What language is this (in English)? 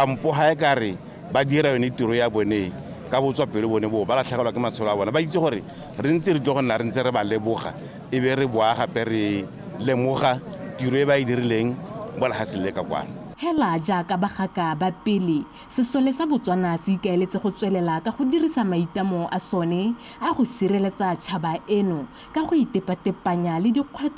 Tswana